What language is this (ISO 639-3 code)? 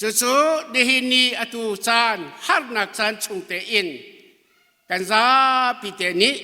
cnh